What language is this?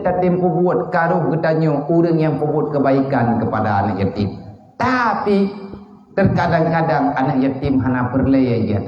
Achinese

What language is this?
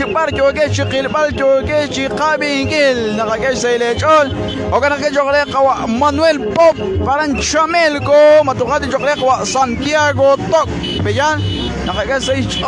Kekchí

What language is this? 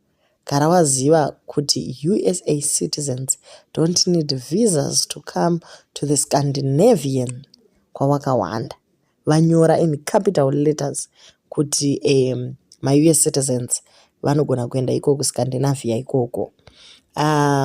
Shona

